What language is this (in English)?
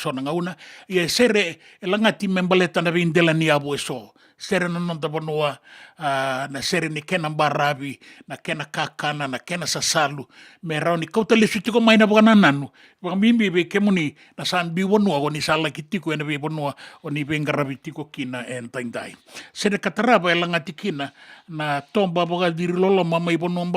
Fijian